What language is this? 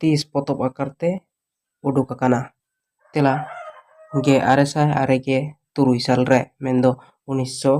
Santali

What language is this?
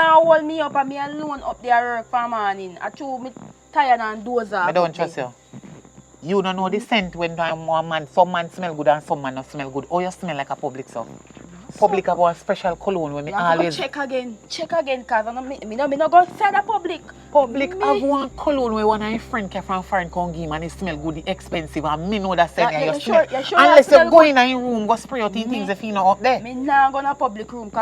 Jamaican Creole English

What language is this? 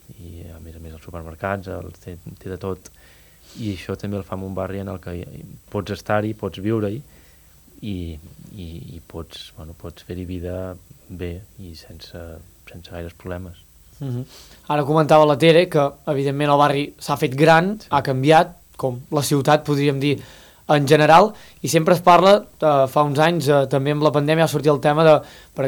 Catalan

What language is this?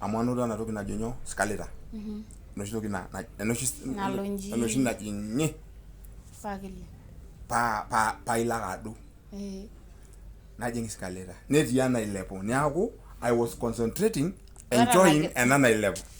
Masai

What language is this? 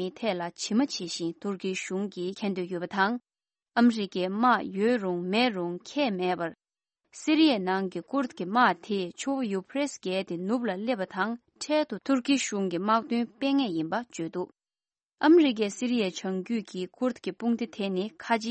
Tibetan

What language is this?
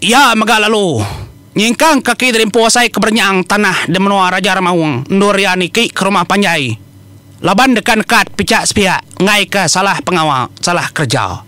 Iban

